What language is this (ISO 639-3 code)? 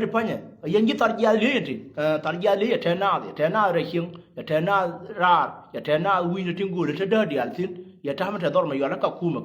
nus